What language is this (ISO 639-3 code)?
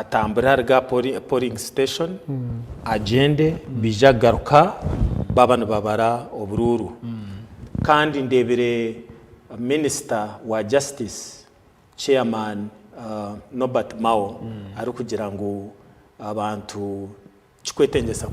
nyn